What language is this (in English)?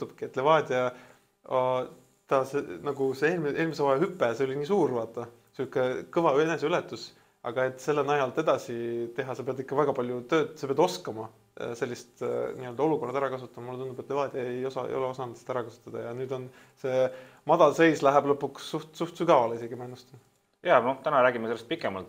Estonian